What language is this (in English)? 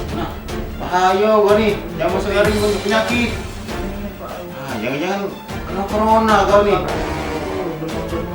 Musi